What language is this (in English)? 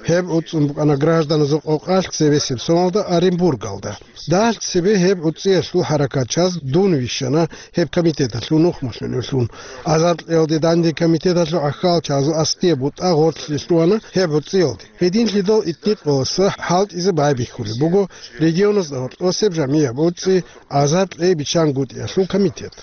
Avaric